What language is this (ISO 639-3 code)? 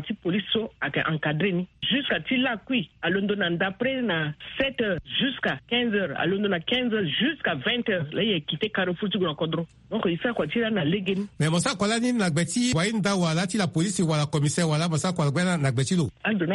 sag